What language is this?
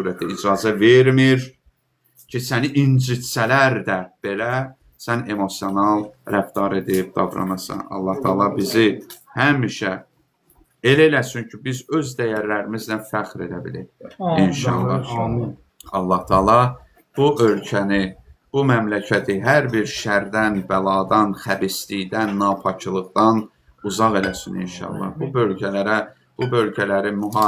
Azerbaijani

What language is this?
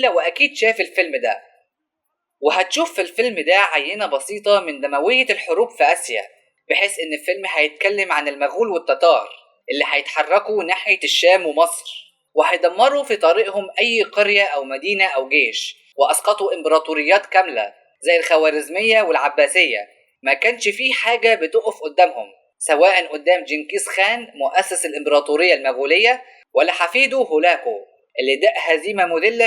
Egyptian Arabic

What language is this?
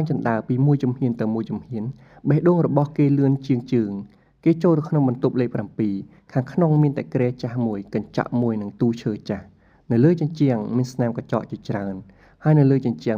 Khmer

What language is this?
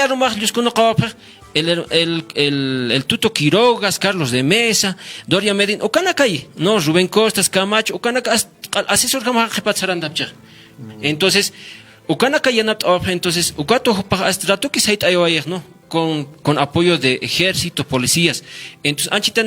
Aymara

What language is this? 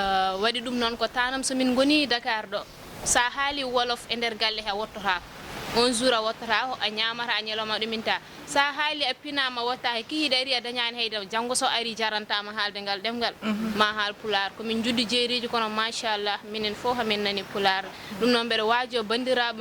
Fula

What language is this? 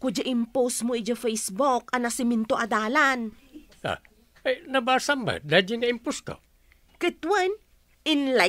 Iloko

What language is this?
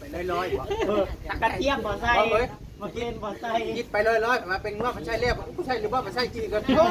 Northeastern Thai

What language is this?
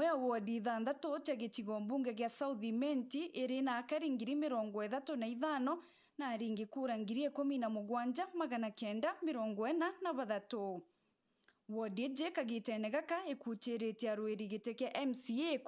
Meru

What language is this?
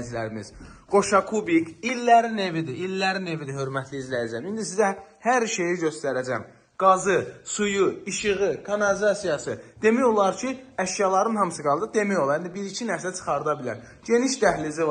Azerbaijani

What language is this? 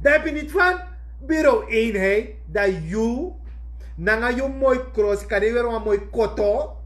Sranan Tongo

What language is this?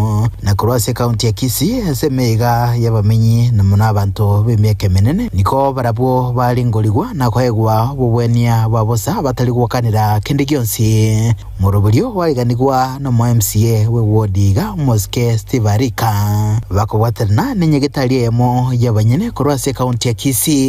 Gusii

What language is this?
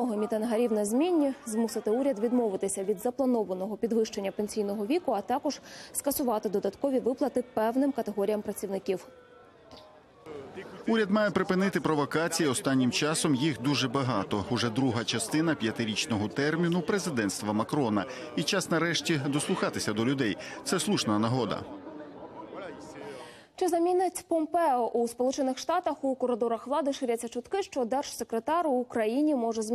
Ukrainian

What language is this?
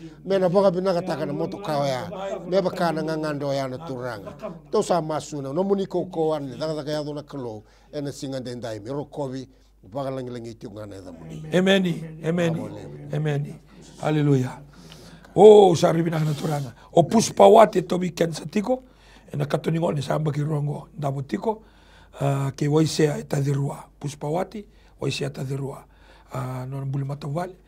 Fijian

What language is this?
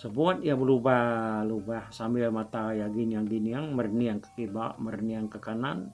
Iban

